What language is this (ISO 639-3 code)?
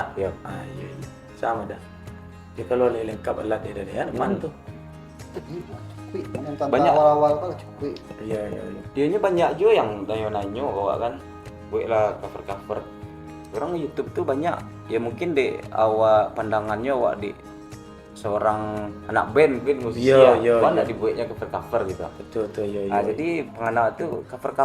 min